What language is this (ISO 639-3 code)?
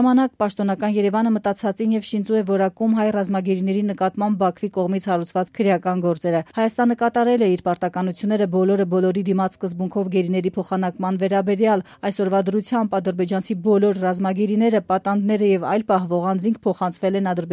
hye